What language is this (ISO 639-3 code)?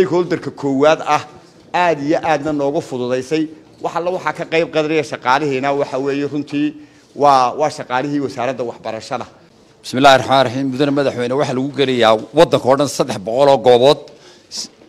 som